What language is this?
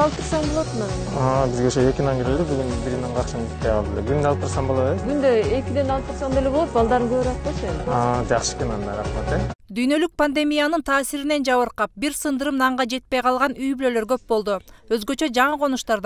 Kyrgyz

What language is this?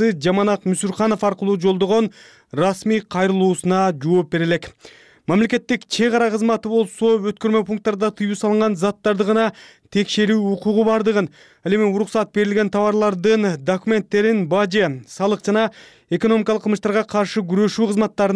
Kyrgyz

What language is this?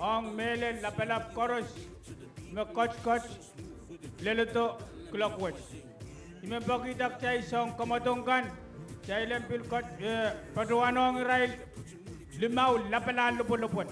Pohnpeian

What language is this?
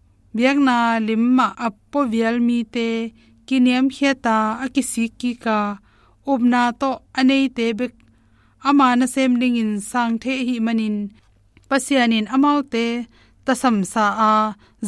Tedim Chin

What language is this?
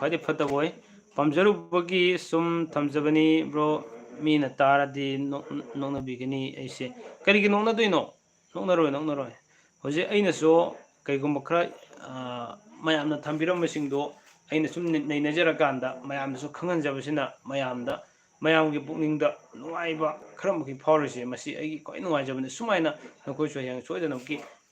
Manipuri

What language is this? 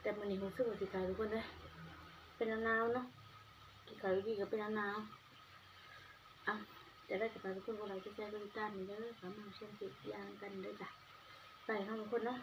Northeastern Thai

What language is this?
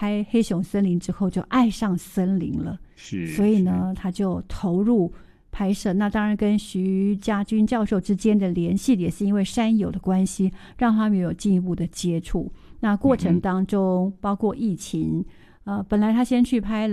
Chinese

